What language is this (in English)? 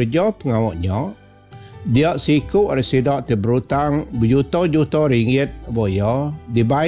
Iban